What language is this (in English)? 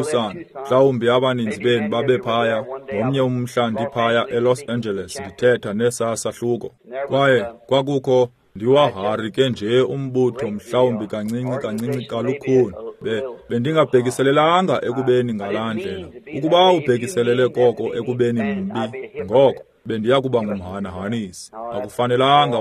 Xhosa